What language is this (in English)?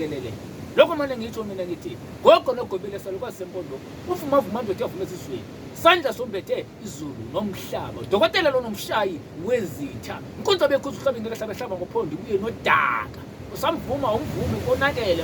Zulu